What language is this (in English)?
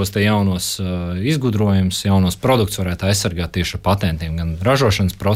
Latvian